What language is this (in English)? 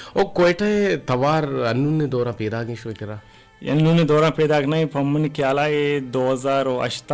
Eastern Balochi